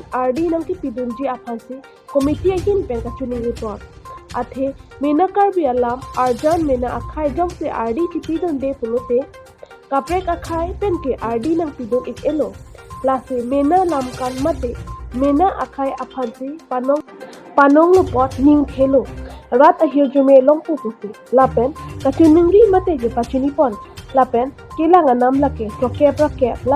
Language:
Karbi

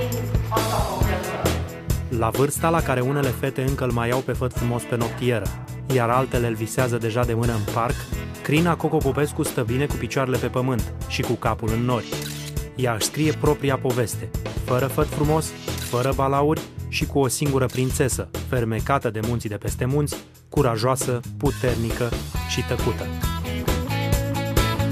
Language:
Romanian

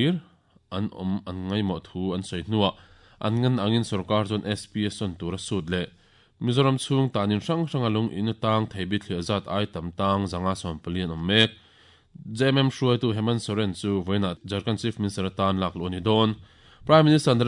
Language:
Mizo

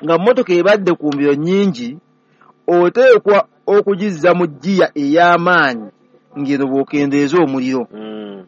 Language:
Ganda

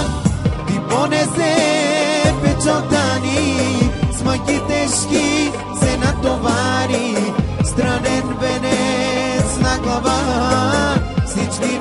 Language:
Bulgarian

